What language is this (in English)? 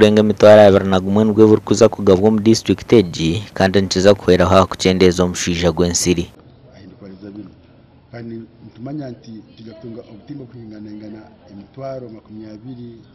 Nyankole